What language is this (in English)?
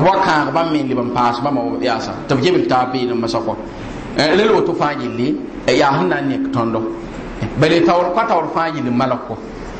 Mossi